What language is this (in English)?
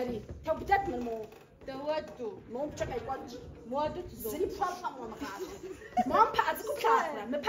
Kabardian